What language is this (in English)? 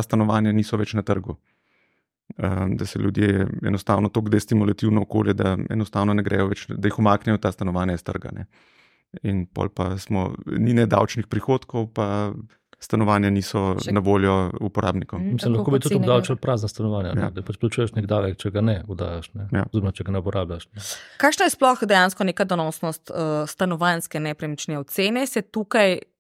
Slovenian